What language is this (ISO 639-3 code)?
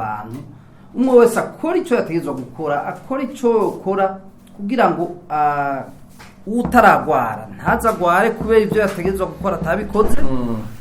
run